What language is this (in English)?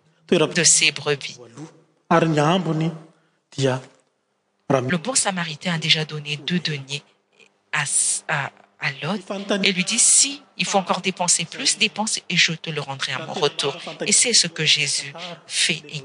French